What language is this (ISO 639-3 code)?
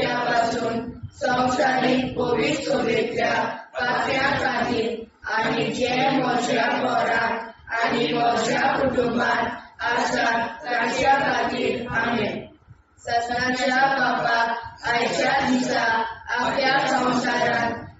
kok